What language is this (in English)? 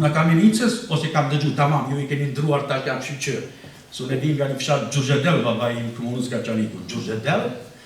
Albanian